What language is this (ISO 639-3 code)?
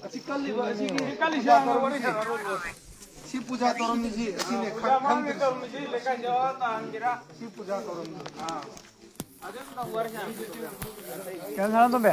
mni